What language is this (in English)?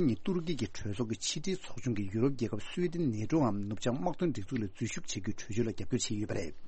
Tibetan